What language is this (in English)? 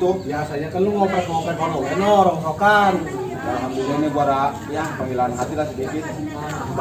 Betawi